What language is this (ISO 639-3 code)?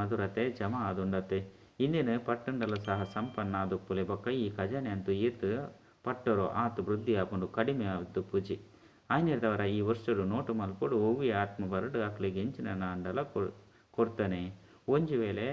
tcy